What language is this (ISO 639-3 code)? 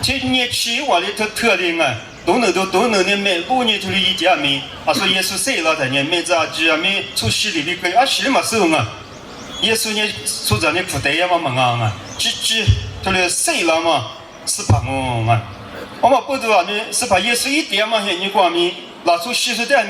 lis